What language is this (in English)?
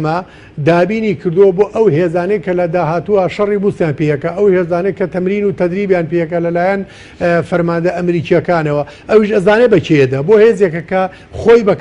Central Kurdish